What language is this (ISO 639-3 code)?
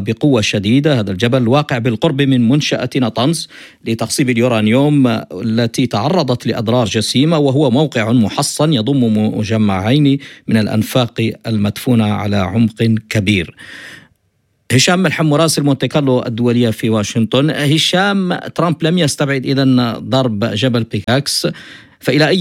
ara